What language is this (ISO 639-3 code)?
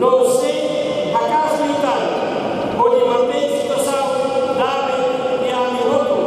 tet